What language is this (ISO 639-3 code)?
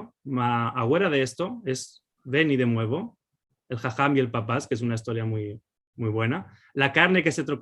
lad